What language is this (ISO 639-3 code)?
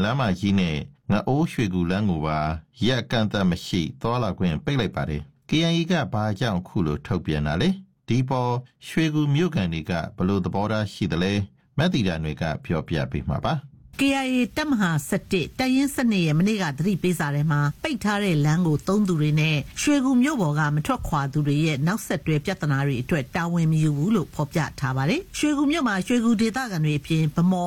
mya